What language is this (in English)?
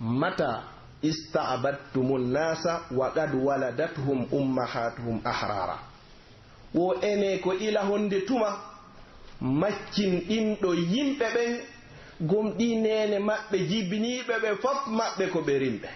Pular